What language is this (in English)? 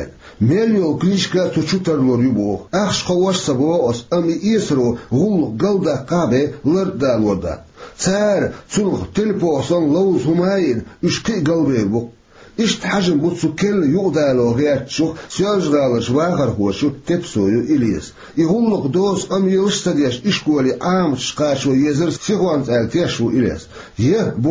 Chechen